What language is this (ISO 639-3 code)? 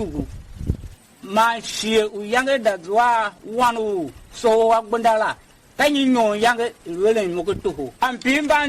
tiv